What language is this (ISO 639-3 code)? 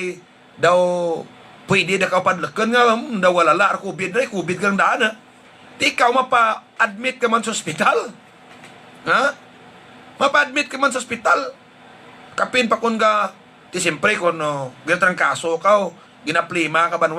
hil